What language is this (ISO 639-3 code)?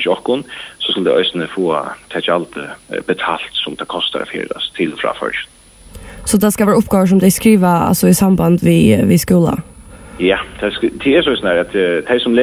fao